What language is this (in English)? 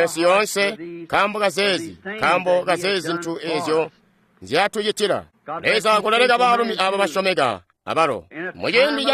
Tonga (Zambia)